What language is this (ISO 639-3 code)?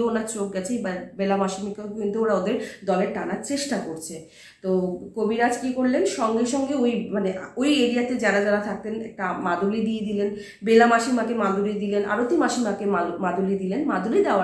ben